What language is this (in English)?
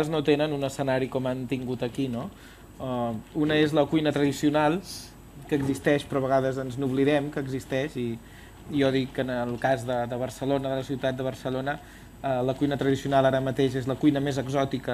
Catalan